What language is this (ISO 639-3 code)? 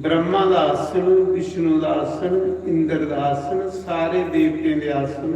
doi